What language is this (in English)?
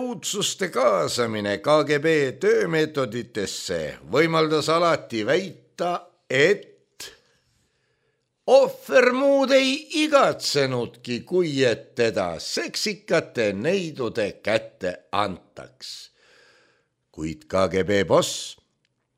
Estonian